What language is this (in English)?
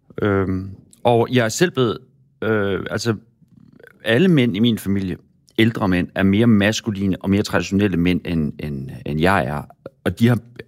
Danish